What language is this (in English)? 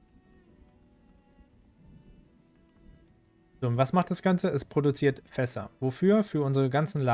German